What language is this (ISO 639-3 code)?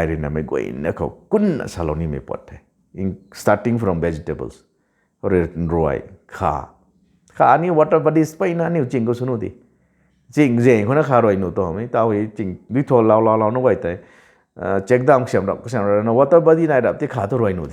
nbu